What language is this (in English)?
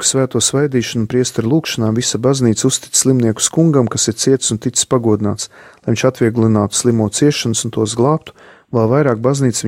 Latvian